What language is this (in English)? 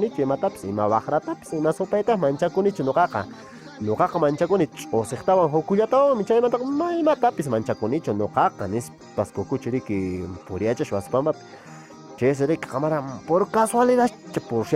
Quechua